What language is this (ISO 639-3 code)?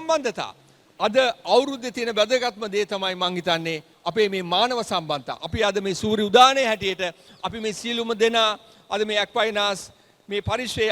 sin